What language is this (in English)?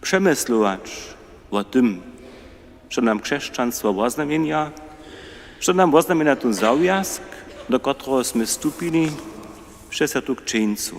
Upper Sorbian